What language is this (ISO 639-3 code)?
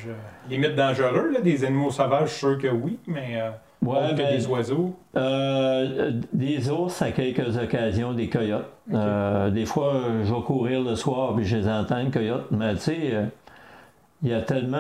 fra